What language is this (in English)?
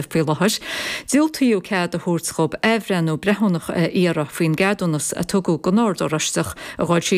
Irish